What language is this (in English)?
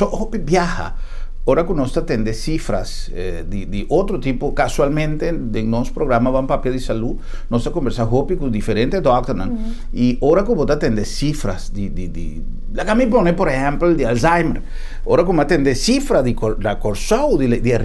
Papiamento